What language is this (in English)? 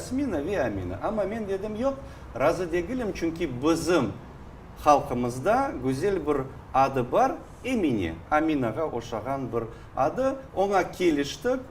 Crimean Tatar